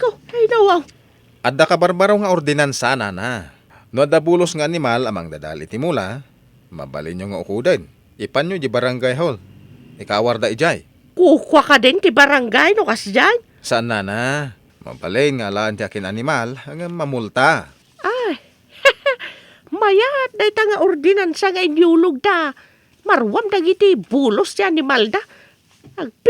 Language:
Iloko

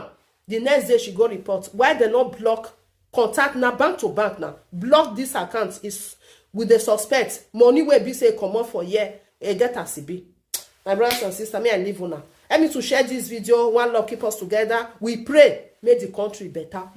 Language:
Nigerian Pidgin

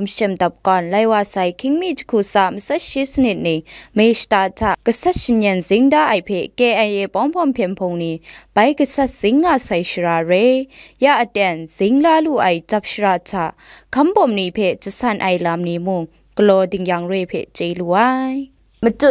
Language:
Kachin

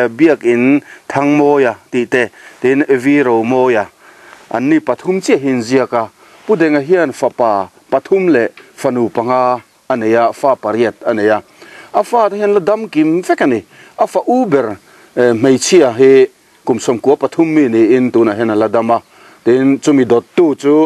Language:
Mizo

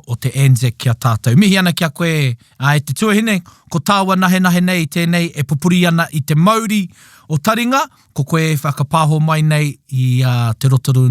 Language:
Māori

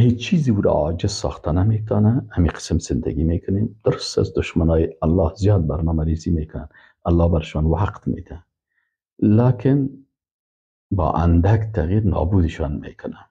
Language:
Persian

